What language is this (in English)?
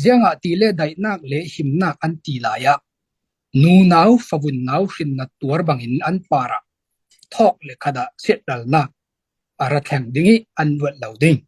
Falam Chin